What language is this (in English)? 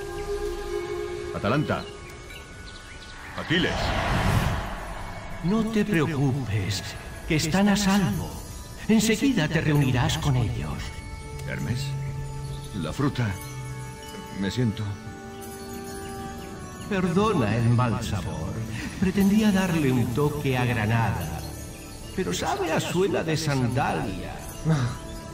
Spanish